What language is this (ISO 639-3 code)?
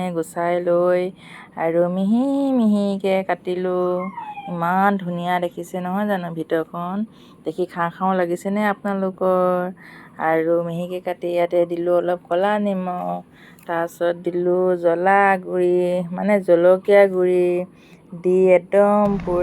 asm